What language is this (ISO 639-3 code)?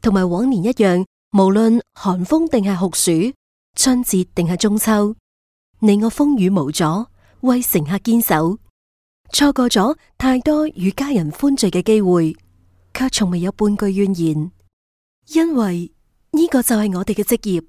yue